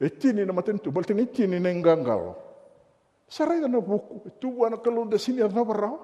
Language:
Fijian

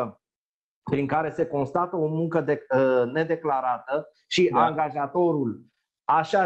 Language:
Romanian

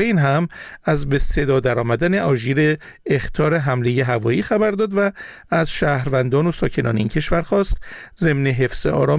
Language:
Persian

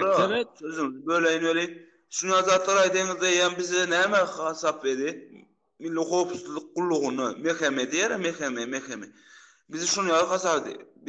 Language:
Turkmen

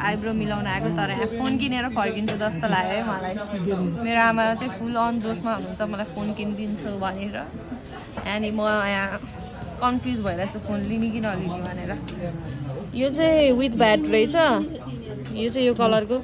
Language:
Nepali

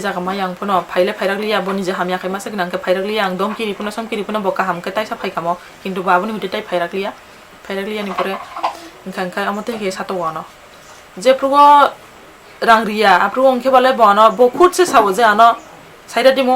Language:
Kok Borok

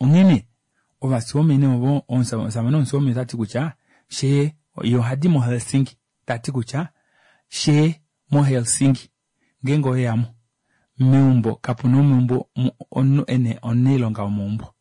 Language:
Kuanyama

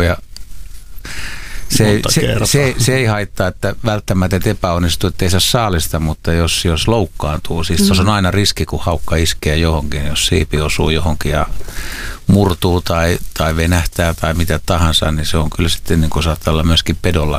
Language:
Finnish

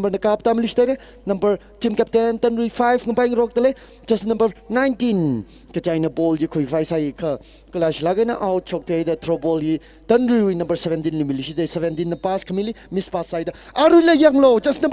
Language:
Tangkhul Naga (India)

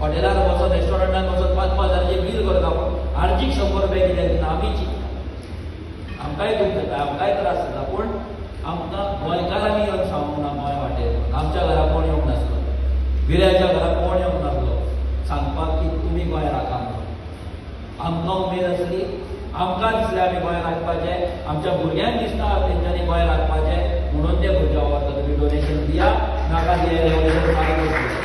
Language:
Konkani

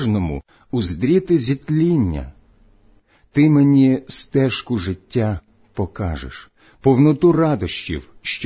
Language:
Ukrainian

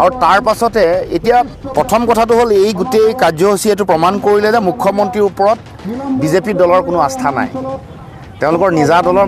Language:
Assamese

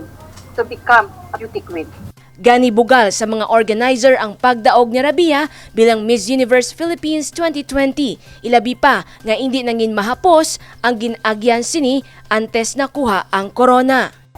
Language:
Hiligaynon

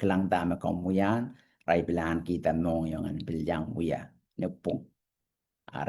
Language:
Pohnpeian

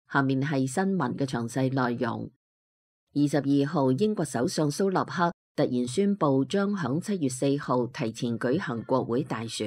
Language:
Cantonese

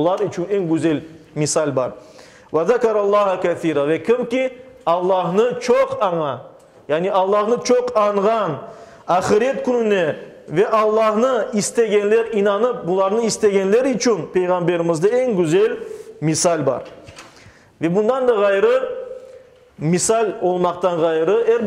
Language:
Crimean Tatar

